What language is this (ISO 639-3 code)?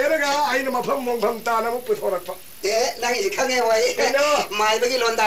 mni